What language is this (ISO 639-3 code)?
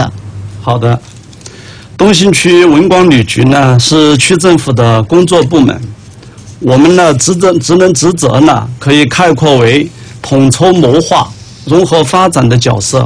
zho